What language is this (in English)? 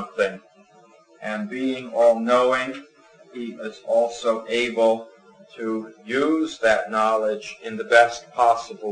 English